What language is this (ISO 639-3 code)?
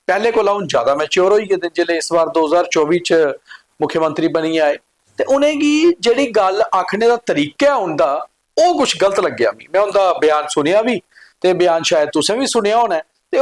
doi